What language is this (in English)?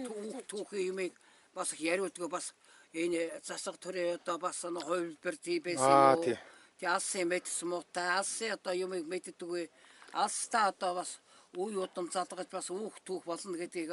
Mongolian